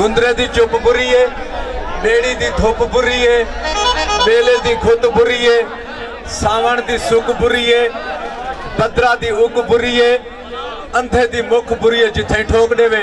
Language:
Saraiki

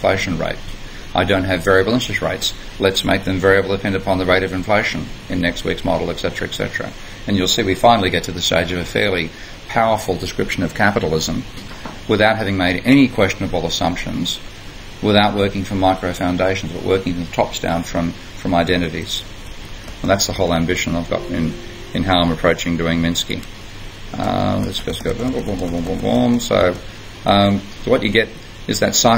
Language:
English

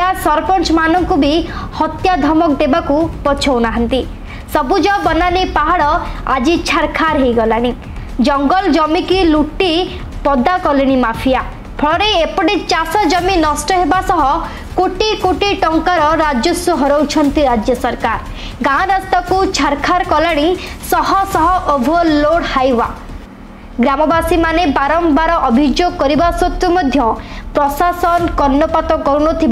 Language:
Odia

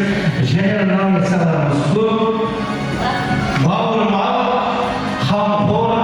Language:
Kara-Kalpak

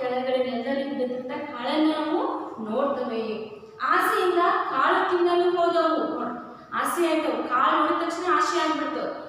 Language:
Kannada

